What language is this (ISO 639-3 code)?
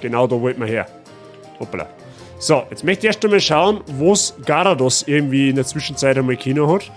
bar